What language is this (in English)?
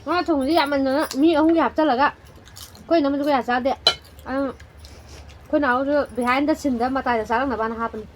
Manipuri